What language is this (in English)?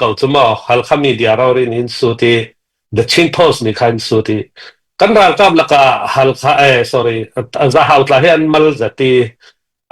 Falam Chin